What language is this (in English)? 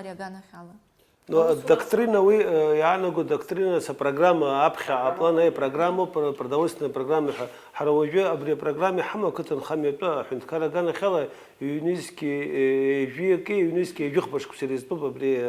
Abkhazian